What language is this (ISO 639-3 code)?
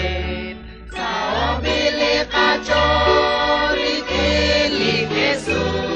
kek